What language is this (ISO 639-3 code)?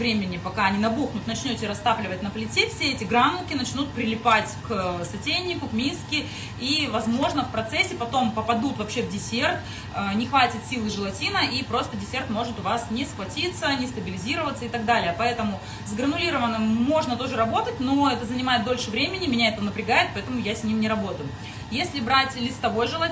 rus